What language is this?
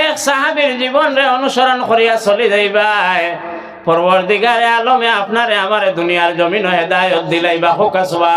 Sylheti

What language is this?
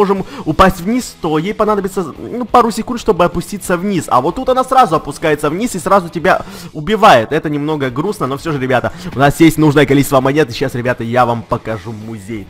Russian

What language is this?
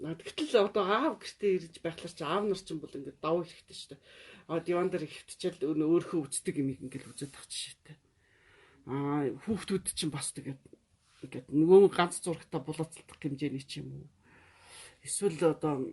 Mongolian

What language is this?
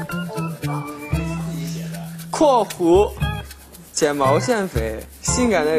Chinese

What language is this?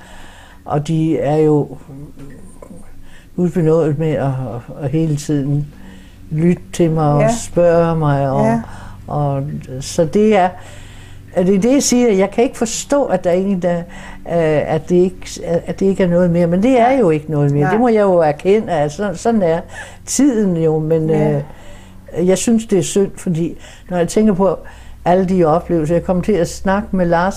Danish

